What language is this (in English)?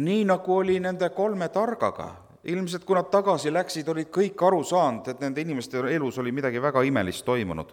Estonian